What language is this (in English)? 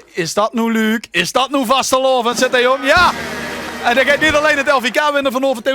Limburgish